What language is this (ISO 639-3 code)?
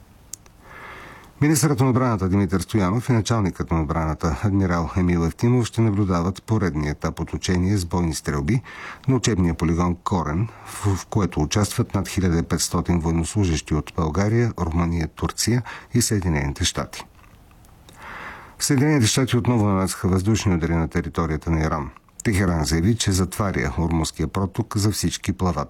bul